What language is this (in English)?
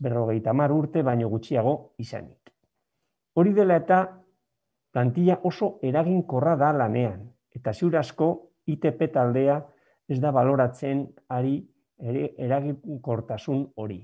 Basque